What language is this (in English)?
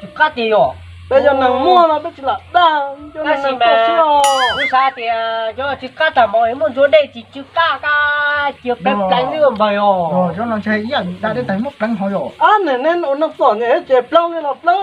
Hmong